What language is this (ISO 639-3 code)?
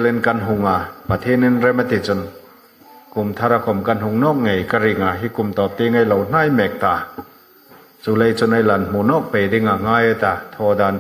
hmr